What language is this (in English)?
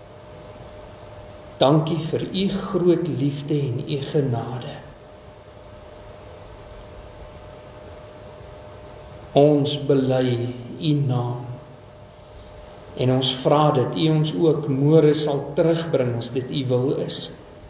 Afrikaans